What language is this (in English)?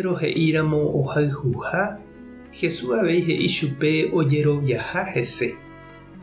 Guarani